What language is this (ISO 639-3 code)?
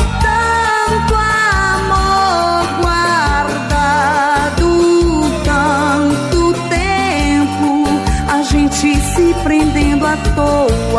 por